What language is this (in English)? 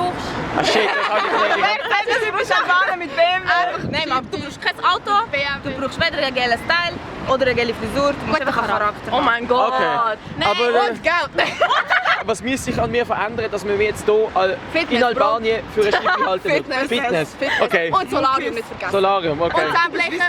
Swiss German